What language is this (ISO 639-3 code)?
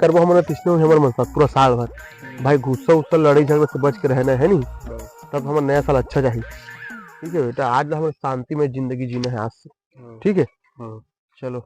hne